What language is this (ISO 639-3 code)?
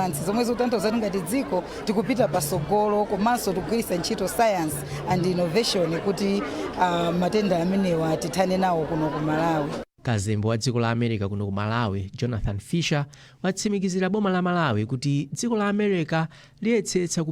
nya